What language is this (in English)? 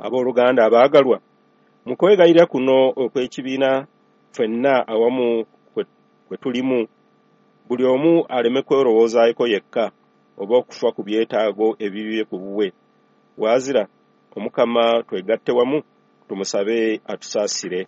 Ganda